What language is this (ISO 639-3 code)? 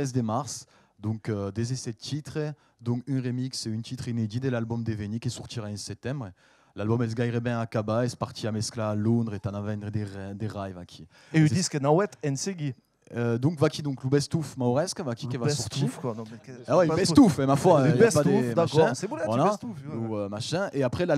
oci